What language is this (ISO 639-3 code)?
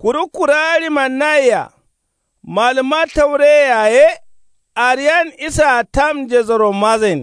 kau